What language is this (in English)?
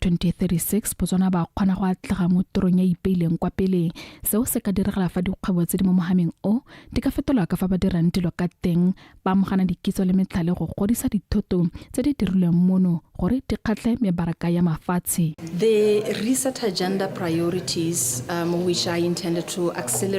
Tswana